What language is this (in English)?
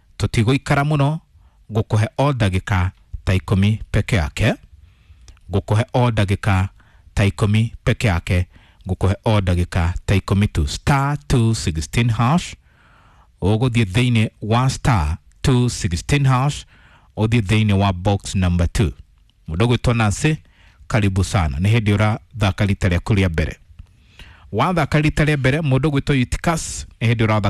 Kikuyu